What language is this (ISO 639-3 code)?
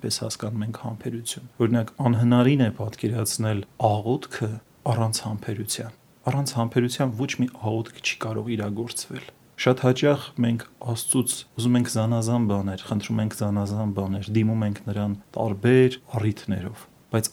hye